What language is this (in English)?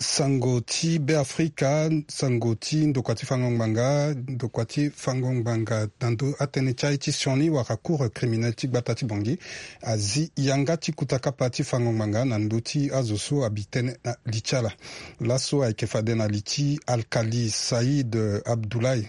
Sango